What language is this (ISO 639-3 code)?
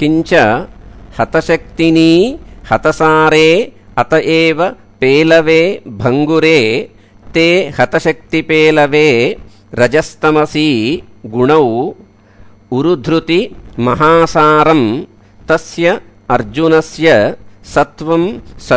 san